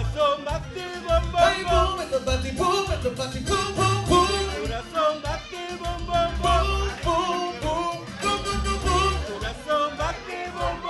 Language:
Papiamento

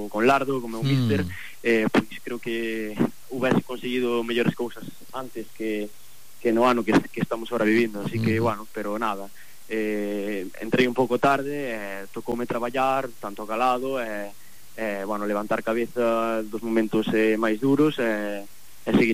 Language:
Galician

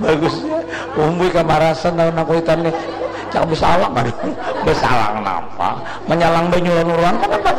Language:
Banjar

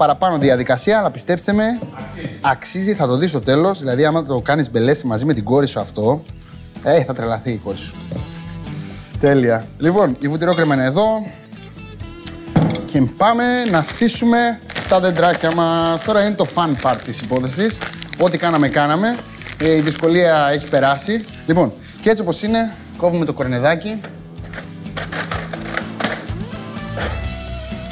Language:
Greek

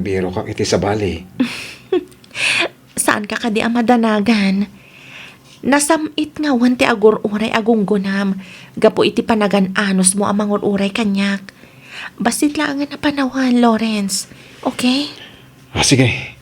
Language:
Iloko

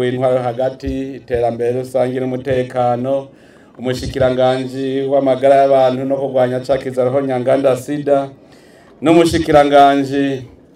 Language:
Rundi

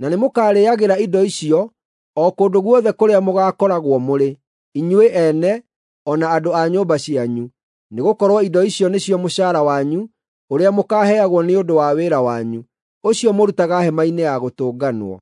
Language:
Kikuyu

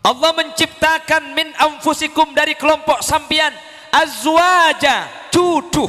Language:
Madurese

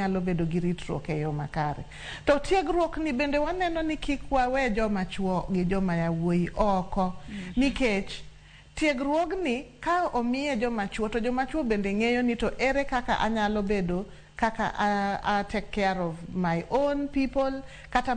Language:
Luo (Kenya and Tanzania)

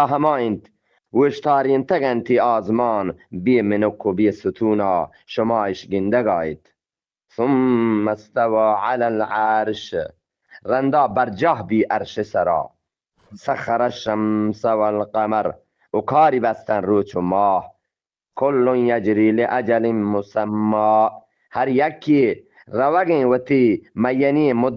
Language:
Eastern Balochi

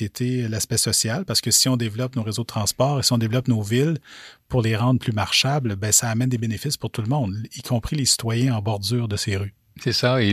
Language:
French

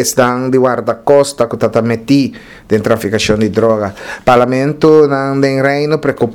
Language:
Papiamento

